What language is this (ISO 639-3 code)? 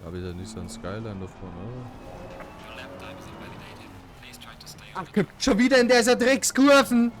bar